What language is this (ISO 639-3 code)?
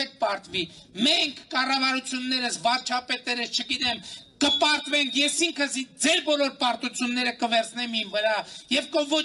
hye